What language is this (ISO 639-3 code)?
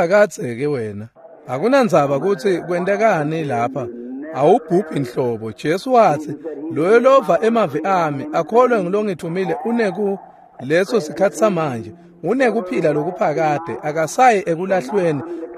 ssw